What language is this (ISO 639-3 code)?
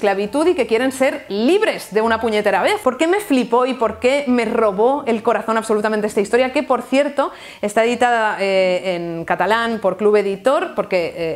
spa